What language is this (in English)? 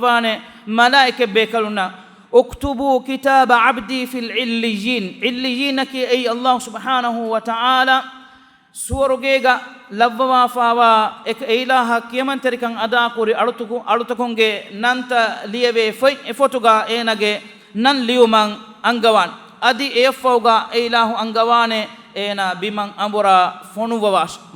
Divehi